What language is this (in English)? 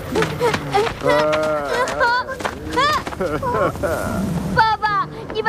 Chinese